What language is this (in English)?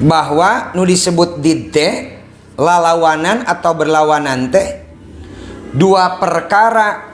Sundanese